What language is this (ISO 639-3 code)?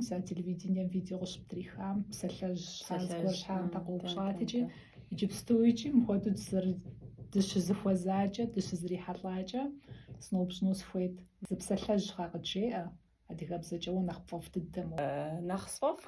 kbd